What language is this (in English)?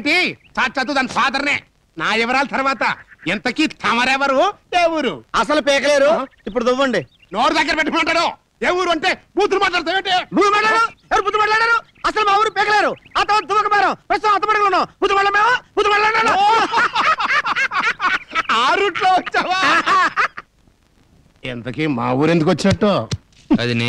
Telugu